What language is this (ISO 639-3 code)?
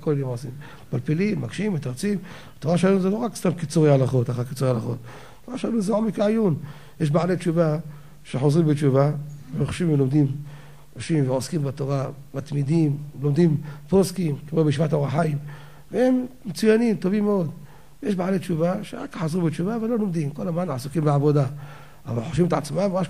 heb